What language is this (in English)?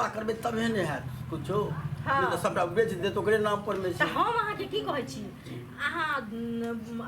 Maithili